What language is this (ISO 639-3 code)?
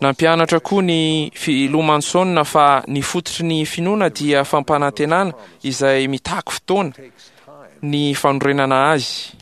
mlg